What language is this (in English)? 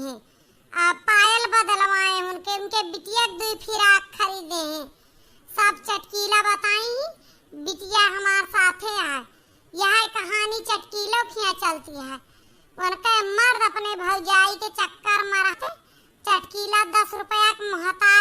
Awadhi